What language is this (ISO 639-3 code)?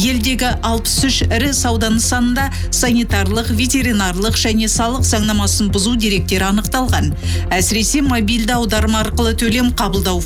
kaz